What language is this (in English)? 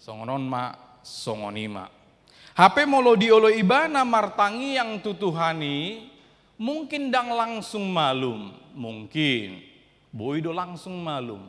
Batak Toba